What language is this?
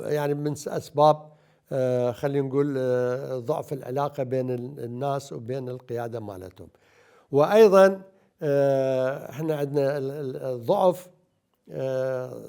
Mesopotamian Arabic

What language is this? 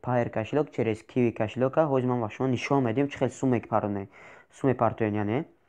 Tajik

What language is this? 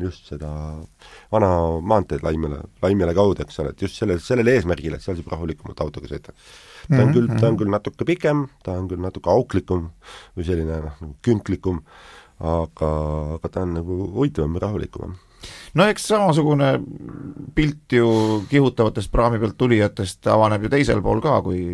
Estonian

